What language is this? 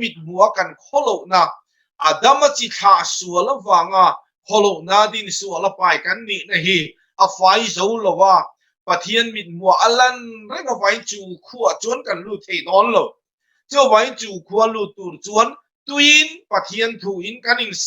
Mizo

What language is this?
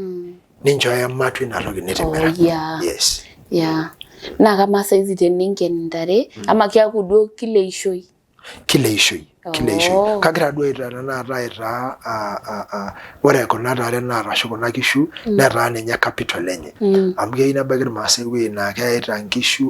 Masai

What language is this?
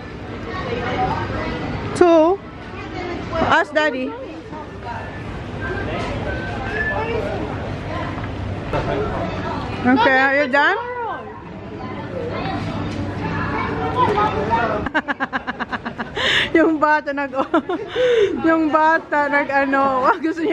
Filipino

